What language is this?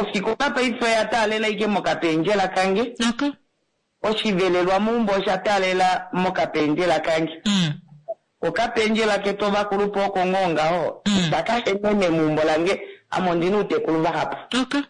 Kuanyama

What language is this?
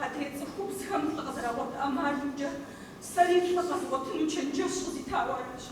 Kabardian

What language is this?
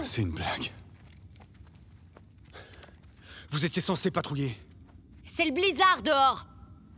French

